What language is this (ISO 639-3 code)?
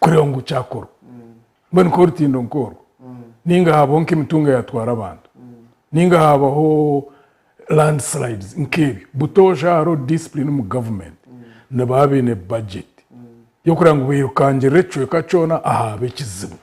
nyn